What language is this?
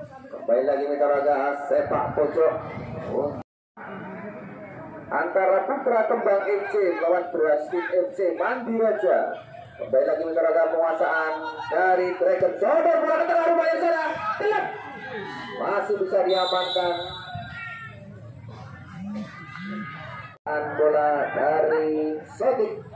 Indonesian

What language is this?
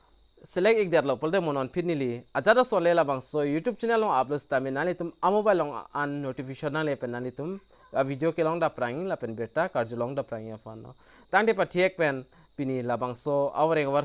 Karbi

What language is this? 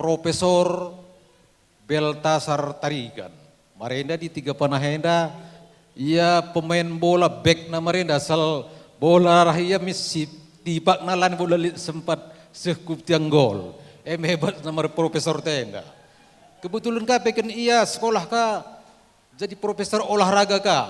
Batak Karo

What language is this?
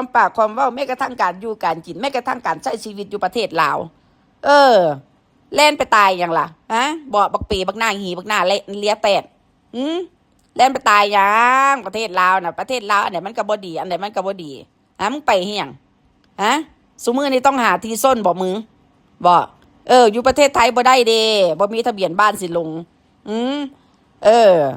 Northeastern Thai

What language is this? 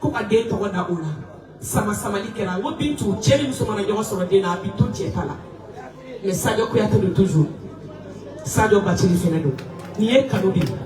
Bambara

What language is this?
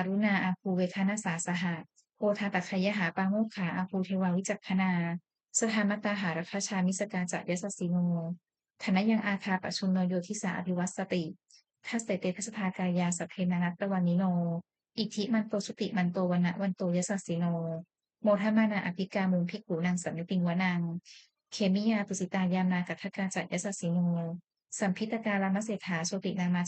Pali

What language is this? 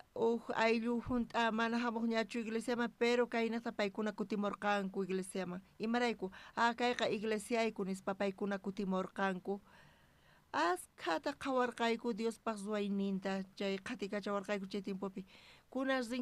South Bolivian Quechua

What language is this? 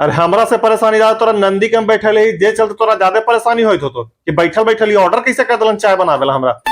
Magahi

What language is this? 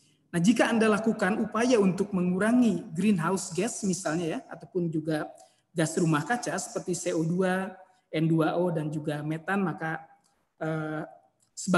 Indonesian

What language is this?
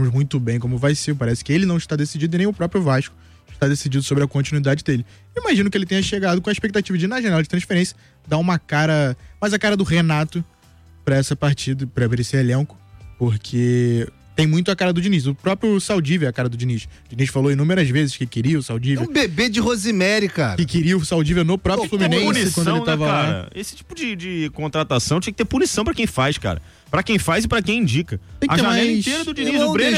Portuguese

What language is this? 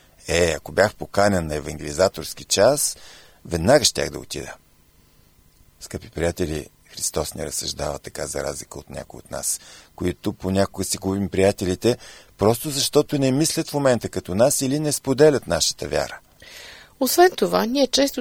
Bulgarian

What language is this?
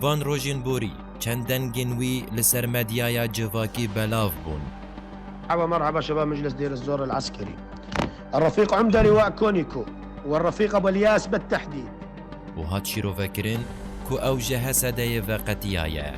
Kurdish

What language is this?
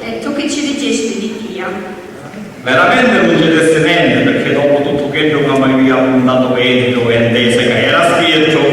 Sicilian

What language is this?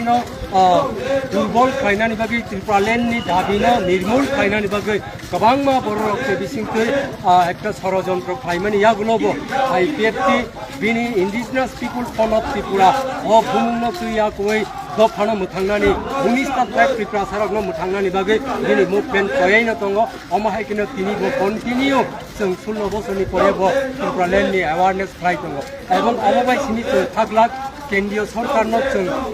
Kok Borok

